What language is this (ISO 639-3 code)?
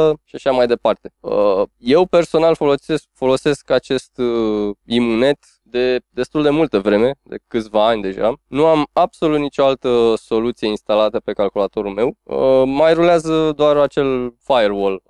ron